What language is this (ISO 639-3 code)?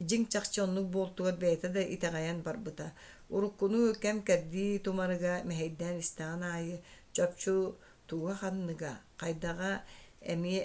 sah